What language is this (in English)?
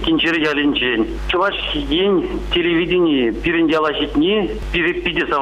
Chuvash